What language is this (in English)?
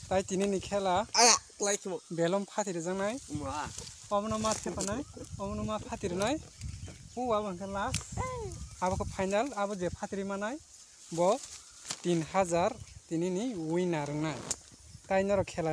Kok Borok